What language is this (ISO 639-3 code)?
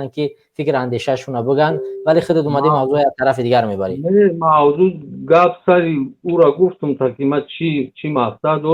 tgk